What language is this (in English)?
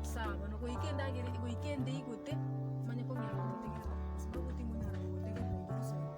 Gusii